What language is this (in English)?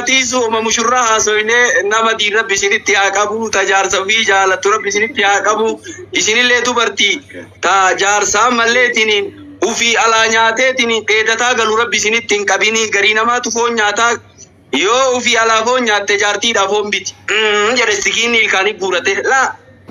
Oromo